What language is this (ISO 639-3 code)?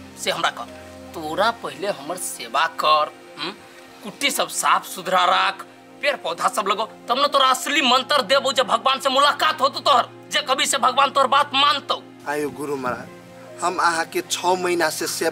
mai